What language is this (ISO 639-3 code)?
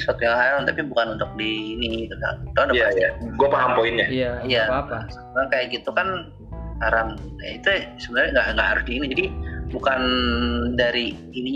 ind